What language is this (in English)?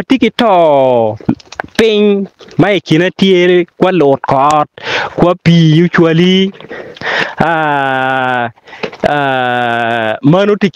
Acoli